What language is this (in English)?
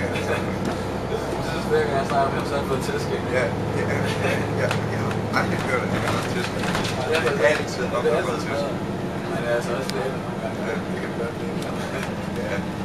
Danish